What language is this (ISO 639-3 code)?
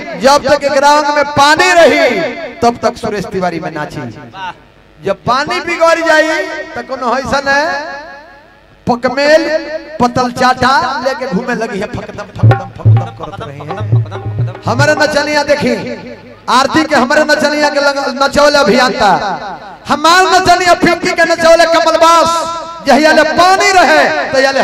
bho